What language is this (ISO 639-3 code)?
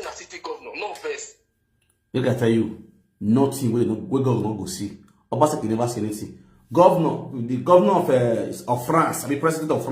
pcm